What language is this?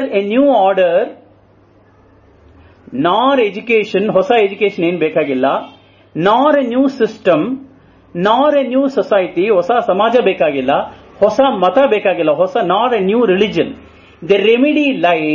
Kannada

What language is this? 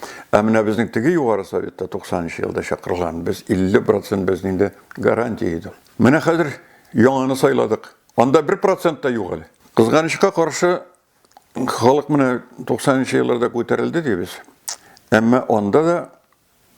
Tatar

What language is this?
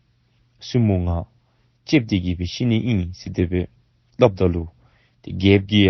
Dzongkha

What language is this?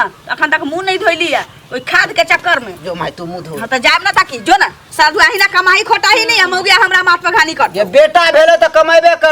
Maithili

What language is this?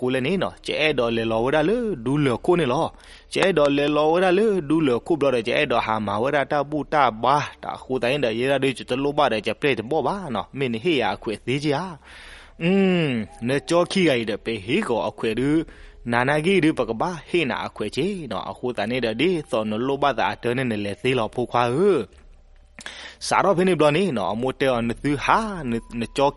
S'gaw Karen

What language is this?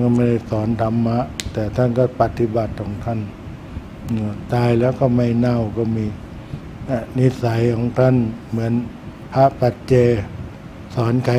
Thai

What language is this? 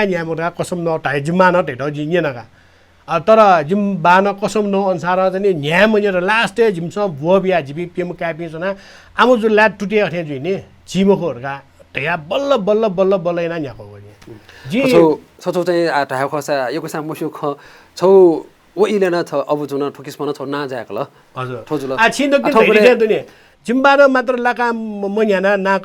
Newari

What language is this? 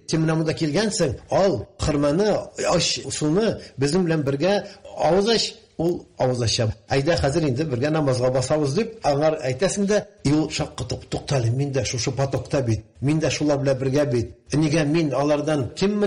Tatar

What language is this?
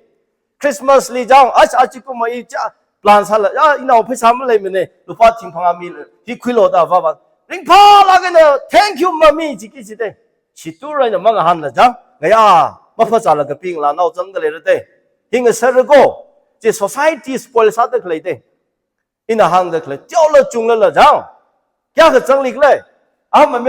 Tangkhul Naga (India)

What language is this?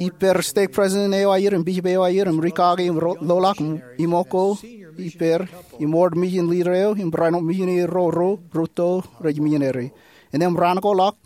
Marshallese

